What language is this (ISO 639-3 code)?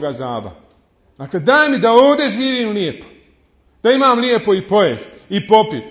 bos